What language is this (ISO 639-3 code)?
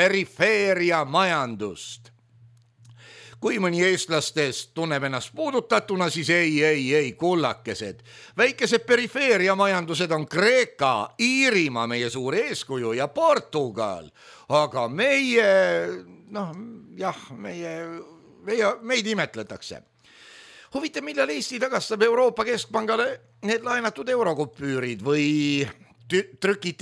est